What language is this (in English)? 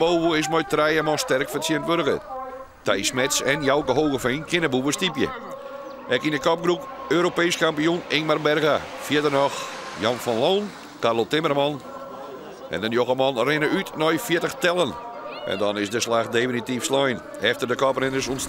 Western Frisian